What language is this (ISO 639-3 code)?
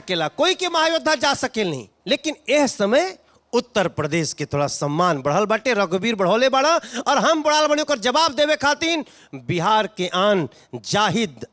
bho